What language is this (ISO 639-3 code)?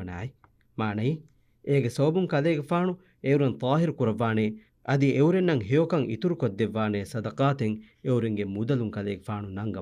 div